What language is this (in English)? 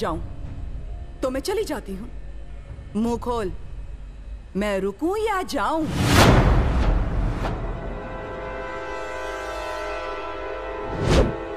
Hindi